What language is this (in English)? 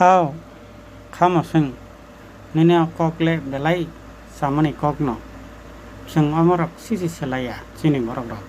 Kok Borok